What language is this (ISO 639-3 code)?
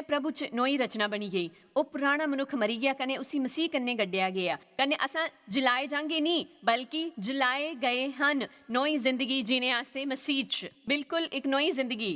doi